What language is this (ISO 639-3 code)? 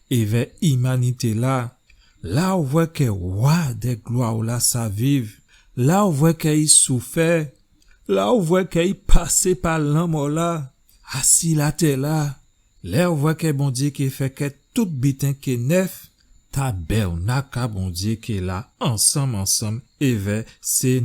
gcf